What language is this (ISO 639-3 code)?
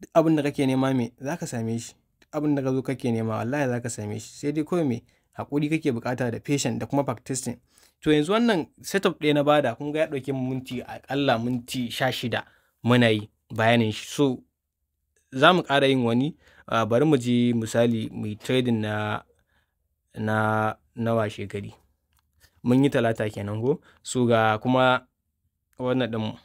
hau